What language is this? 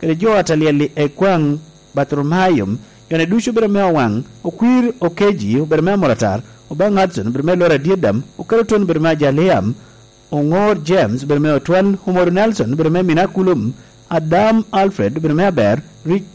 Lango (Uganda)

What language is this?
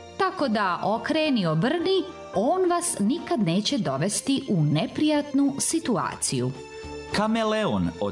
Serbian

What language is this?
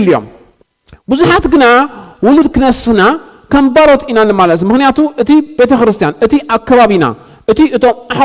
Tigrinya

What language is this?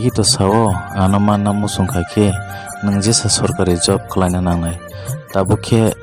Kok Borok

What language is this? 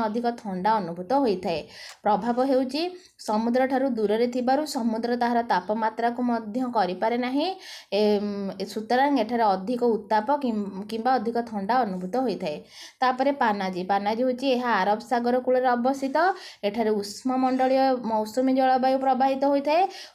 Odia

